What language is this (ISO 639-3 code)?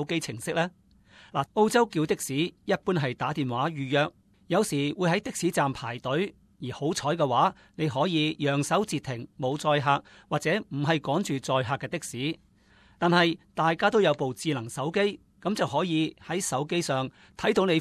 yue